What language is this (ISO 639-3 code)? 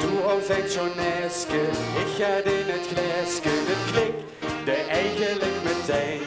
lim